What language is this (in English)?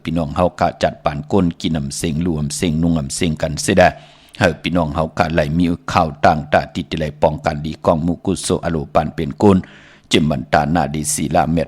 Shan